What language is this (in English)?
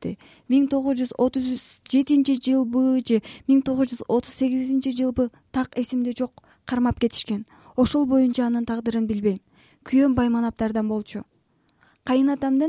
Kyrgyz